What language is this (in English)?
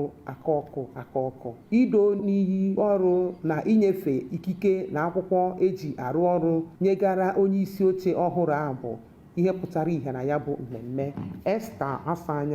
Igbo